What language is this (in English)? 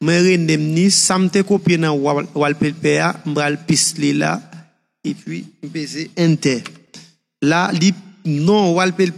Haitian Creole